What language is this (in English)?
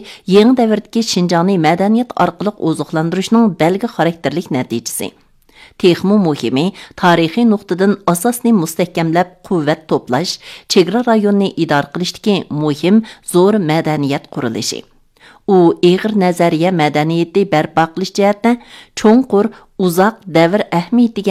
Uyghur